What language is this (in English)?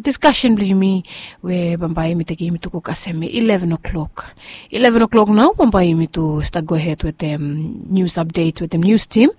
Bislama